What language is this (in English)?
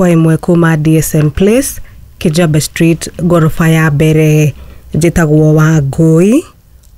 Kikuyu